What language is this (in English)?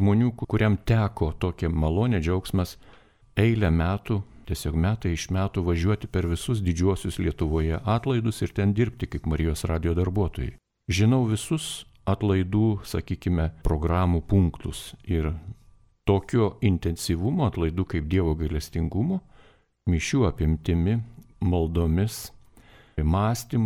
Lithuanian